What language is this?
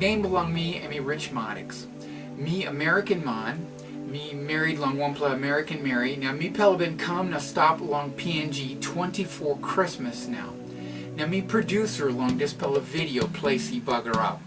Tok Pisin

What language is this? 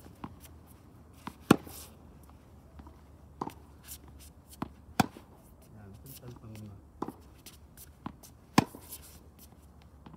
Filipino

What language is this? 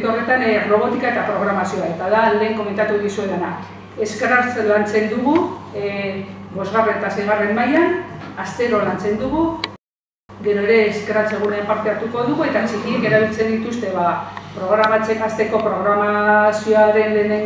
Basque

